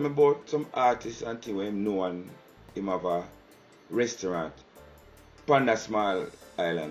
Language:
Jamaican Creole English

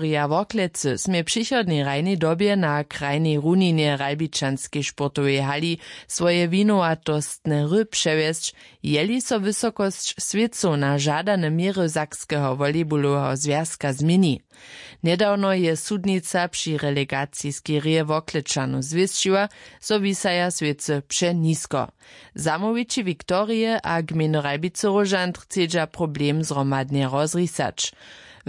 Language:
Upper Sorbian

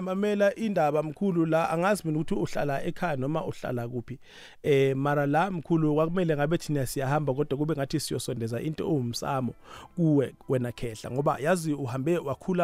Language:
South Ndebele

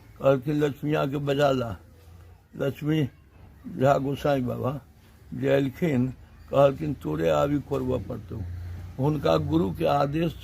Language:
Maithili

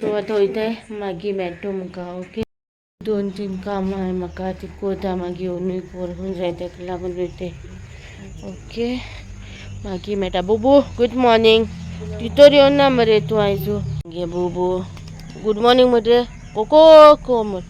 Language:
Konkani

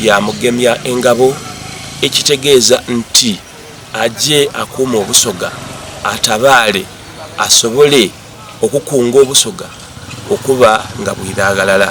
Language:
Soga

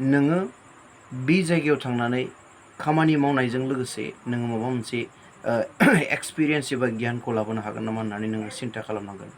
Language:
Bodo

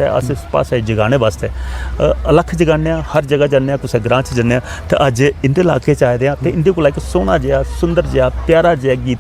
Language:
Dogri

